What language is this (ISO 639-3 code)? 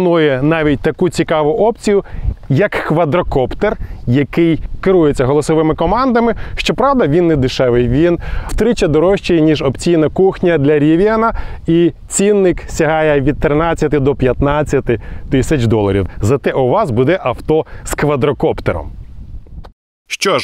ukr